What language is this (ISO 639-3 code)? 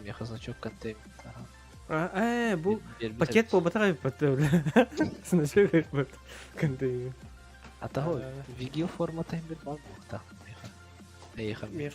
sah